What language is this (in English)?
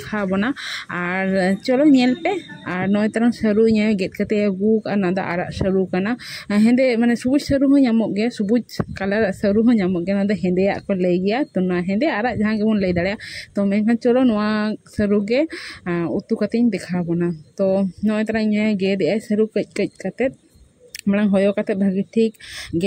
Santali